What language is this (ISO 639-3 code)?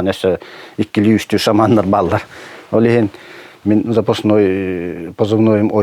sah